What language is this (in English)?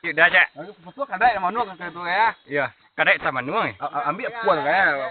Minangkabau